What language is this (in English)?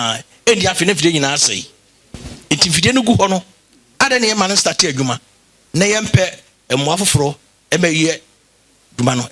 Akan